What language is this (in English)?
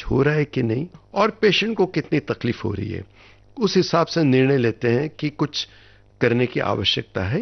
Hindi